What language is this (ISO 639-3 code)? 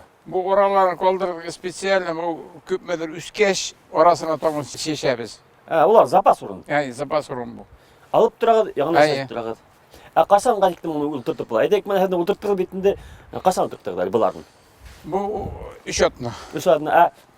bak